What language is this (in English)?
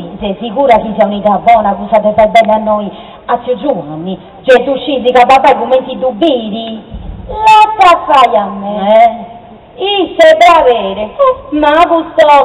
Sardinian